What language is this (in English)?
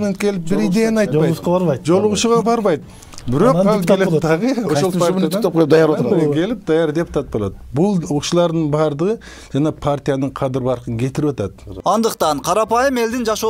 Kyrgyz